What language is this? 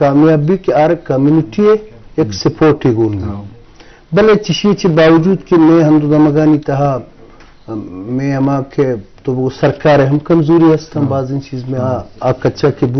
Eastern Balochi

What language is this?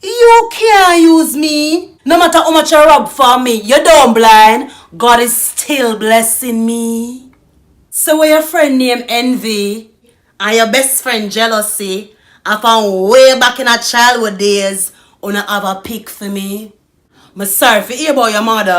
Jamaican Creole English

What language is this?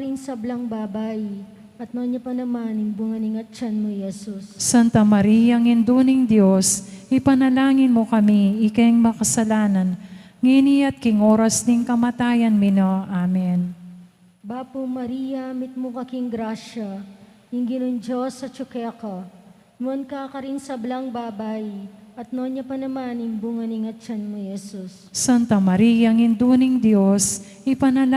Pampanga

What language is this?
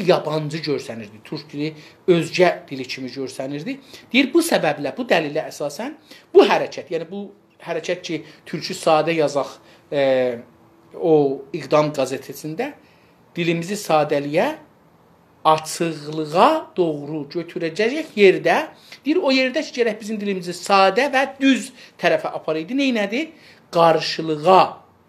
South Azerbaijani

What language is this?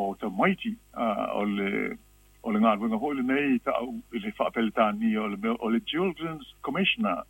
Samoan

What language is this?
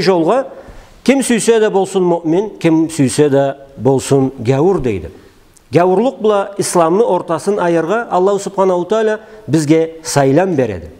Karachay-Balkar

